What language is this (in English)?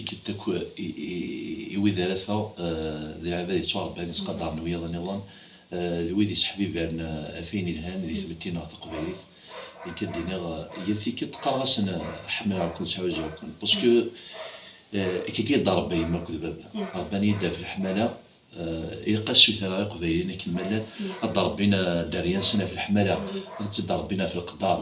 Kabyle